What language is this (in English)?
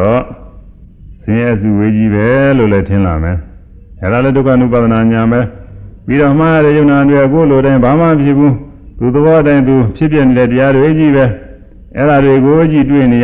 Burmese